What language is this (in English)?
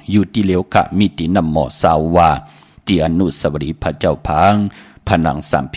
Shan